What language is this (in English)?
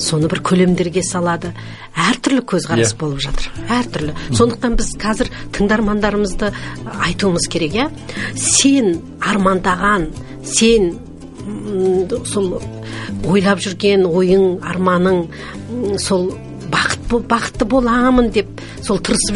Kazakh